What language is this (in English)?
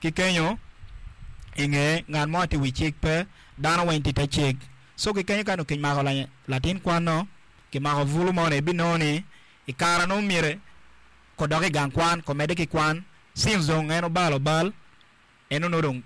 Acoli